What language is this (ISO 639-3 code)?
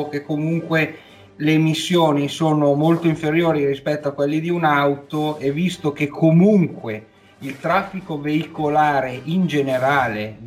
ita